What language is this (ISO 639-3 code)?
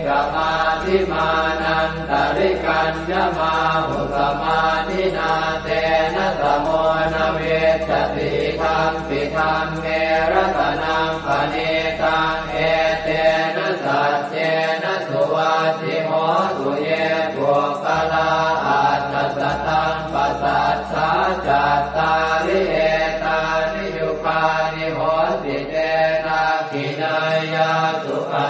pli